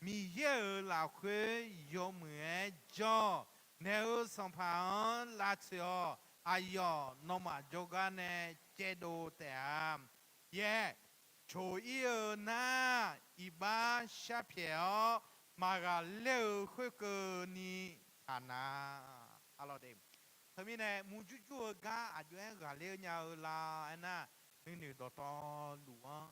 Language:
Akha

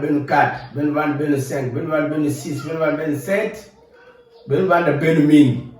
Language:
Kituba (Democratic Republic of Congo)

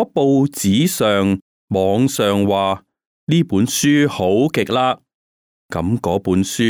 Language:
Cantonese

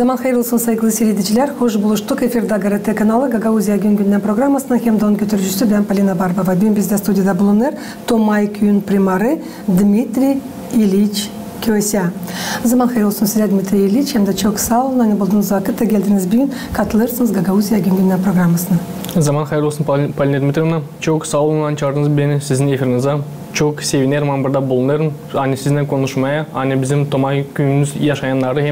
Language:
Gagauz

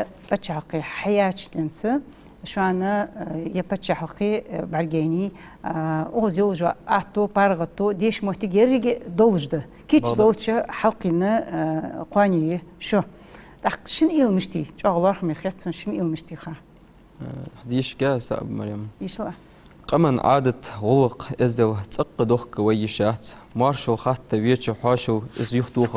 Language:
Ingush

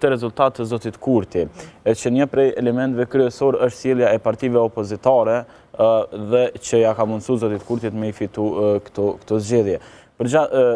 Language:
Albanian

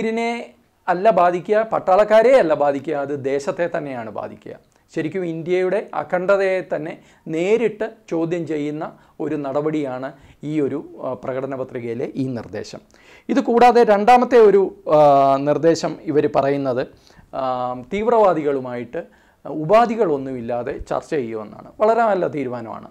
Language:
Malayalam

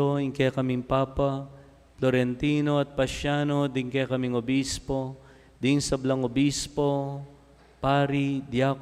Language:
Pampanga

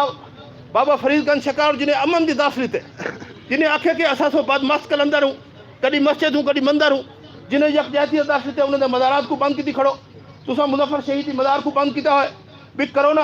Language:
Saraiki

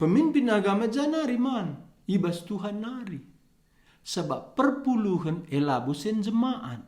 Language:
Batak Karo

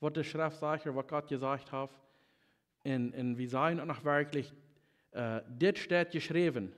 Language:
Plautdietsch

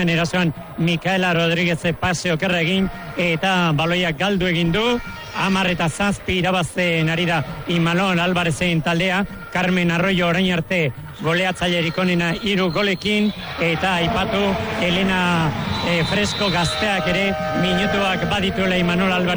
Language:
Basque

